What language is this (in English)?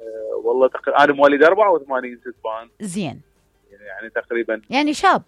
Mesopotamian Arabic